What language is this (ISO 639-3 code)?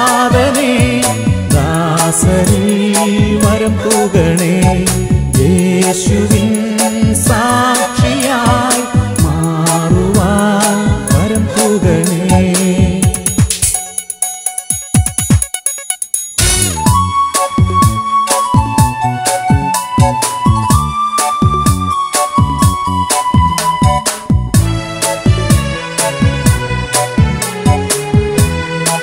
mal